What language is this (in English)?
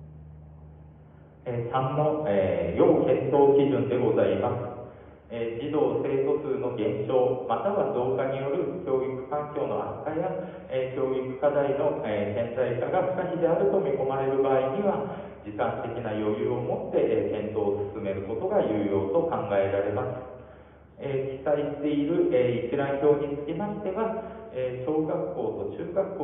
Japanese